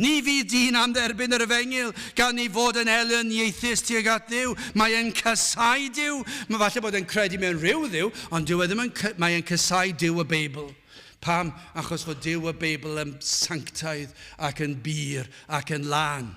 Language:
Welsh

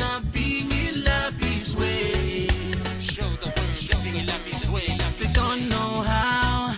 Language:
Pohnpeian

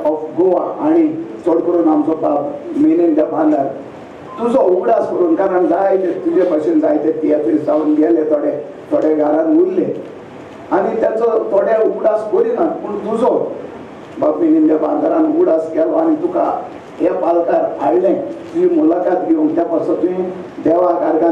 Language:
Konkani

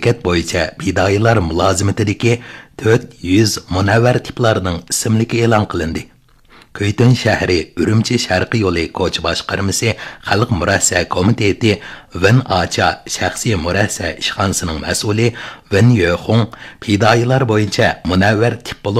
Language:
Uyghur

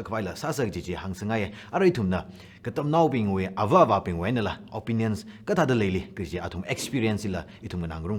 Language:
Tangkhul Naga (India)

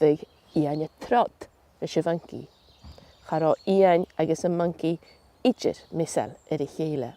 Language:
Scottish Gaelic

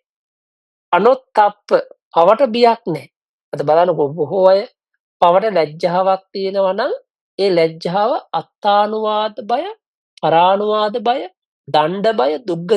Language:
Sinhala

